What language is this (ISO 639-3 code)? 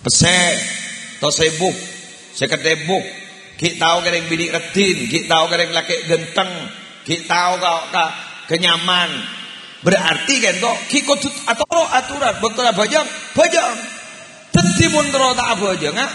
mad